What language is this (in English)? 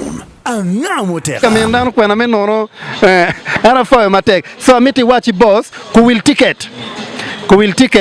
Acoli